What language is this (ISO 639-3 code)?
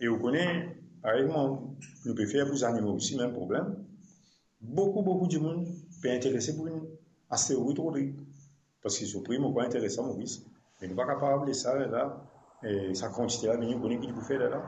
mfe